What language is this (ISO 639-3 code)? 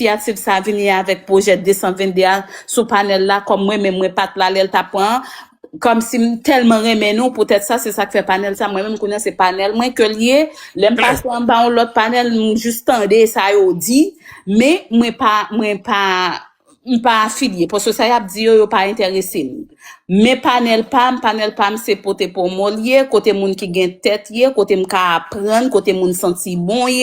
hat